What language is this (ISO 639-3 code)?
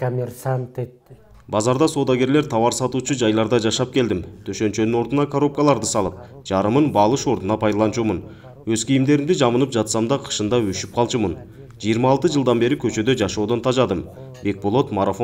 kir